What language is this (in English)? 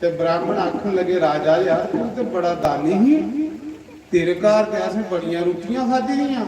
Dogri